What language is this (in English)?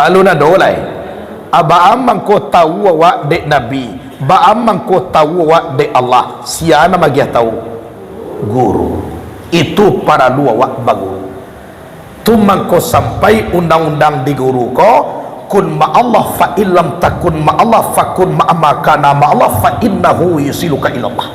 Minangkabau